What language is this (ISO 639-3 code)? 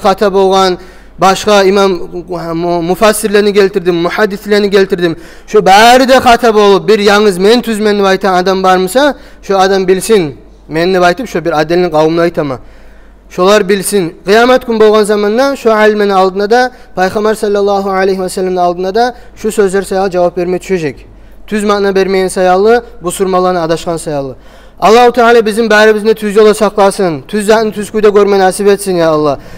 kum